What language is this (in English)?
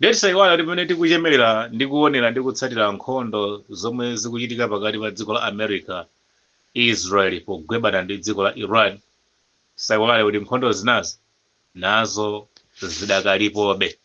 Nyanja